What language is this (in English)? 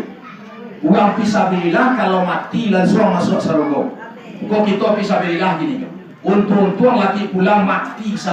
Minangkabau